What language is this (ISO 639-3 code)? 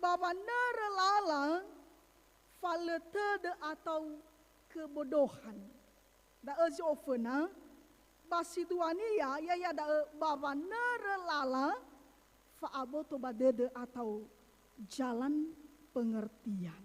nia